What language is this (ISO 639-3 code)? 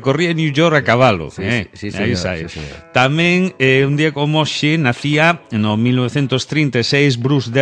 glg